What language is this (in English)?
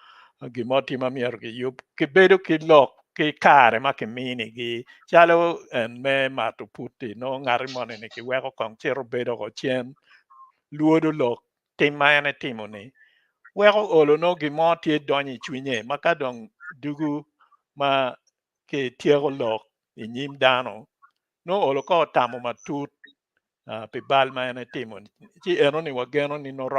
Acoli